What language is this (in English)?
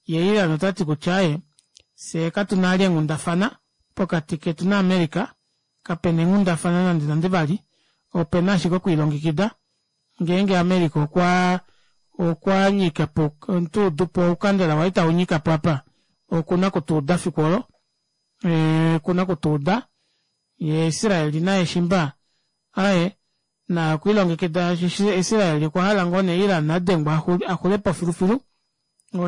Kuanyama